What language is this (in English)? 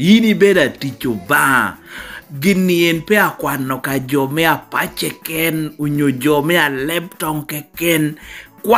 Lango (Uganda)